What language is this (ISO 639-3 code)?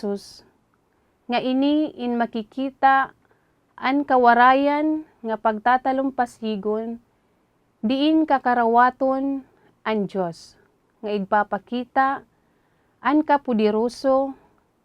war